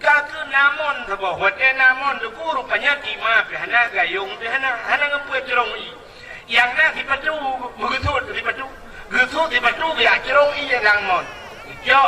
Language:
Achinese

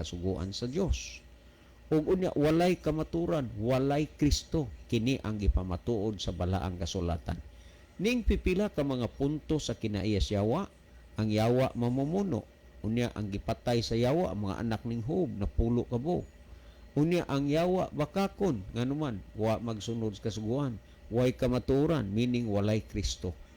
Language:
Cebuano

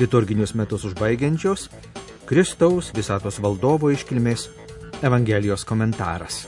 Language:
Lithuanian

